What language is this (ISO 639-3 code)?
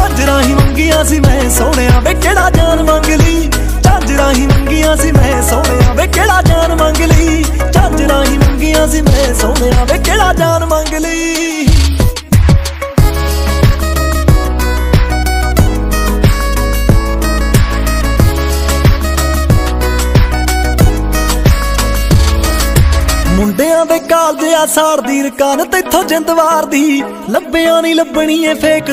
pan